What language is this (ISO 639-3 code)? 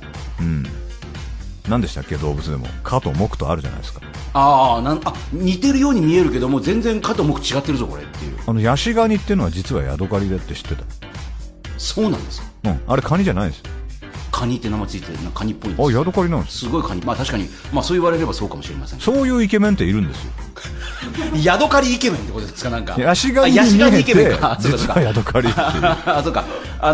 jpn